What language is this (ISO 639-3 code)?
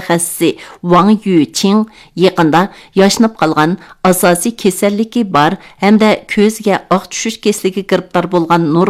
uig